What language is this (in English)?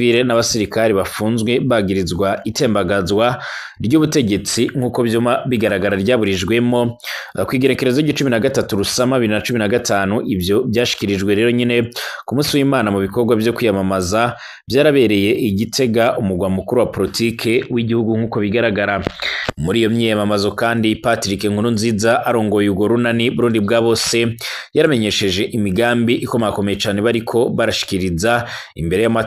Rundi